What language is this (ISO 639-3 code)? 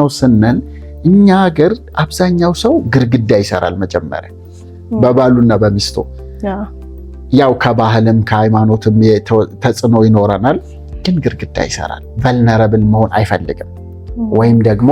amh